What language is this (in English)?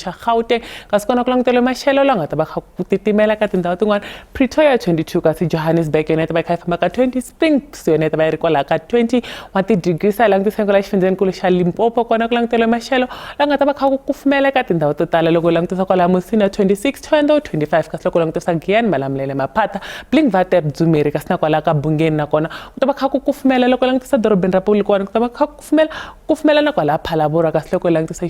Tsonga